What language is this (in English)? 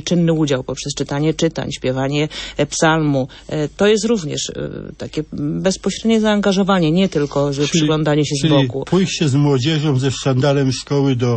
Polish